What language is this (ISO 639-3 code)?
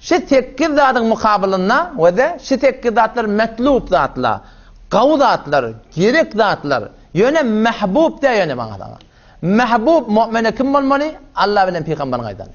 tuk